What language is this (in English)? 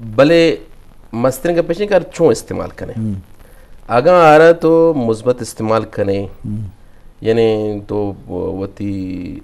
Eastern Balochi